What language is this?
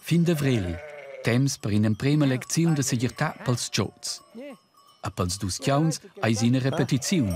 Romansh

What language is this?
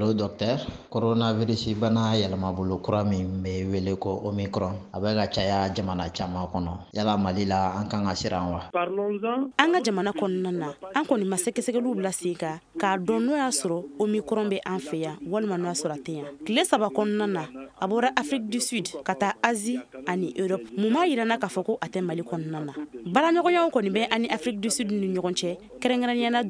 Bambara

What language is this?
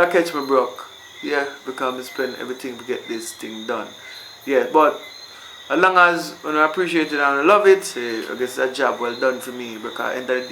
Jamaican Creole English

